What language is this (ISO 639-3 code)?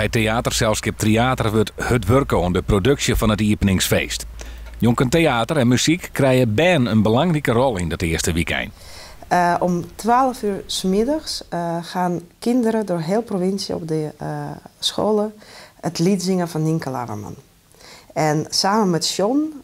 fry